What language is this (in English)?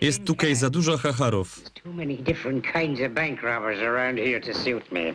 Silesian